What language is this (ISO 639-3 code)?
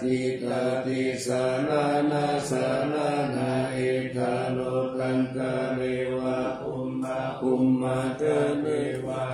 pli